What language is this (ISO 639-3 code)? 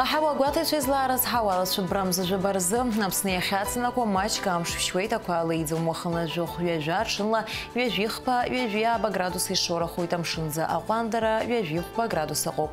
abk